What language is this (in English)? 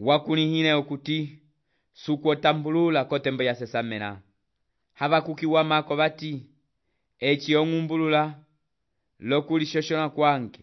Umbundu